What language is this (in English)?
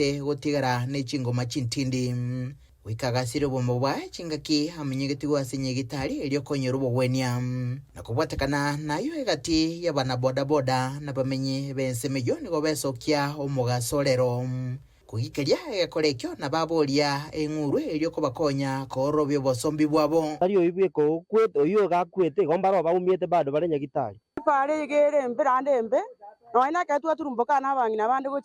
Gusii